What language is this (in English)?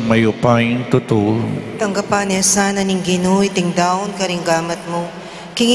Pampanga